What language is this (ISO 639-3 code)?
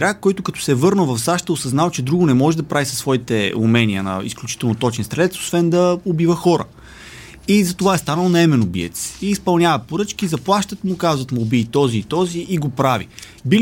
bul